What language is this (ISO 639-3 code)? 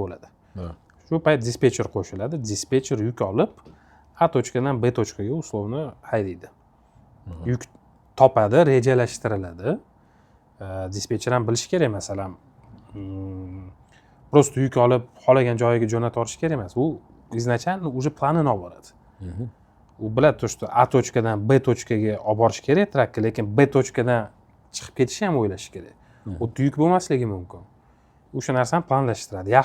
uzb